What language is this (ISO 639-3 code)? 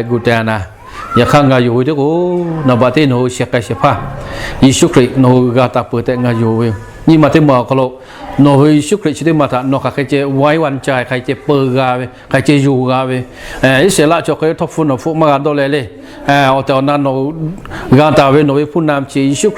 lhu